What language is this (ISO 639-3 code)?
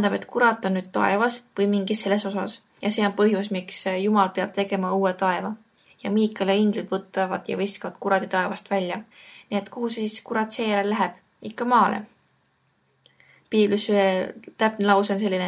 est